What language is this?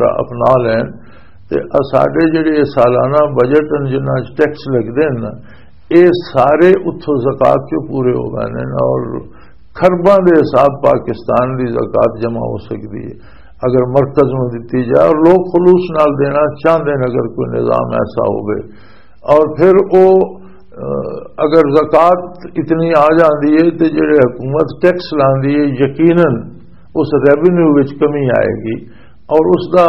Western Panjabi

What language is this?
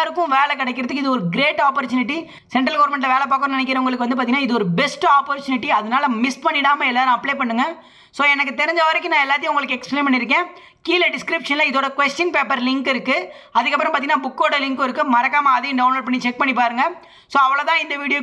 Tamil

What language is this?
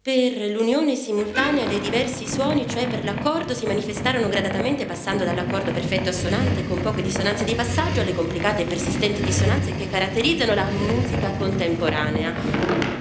Italian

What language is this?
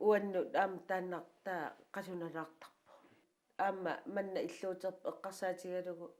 Kalaallisut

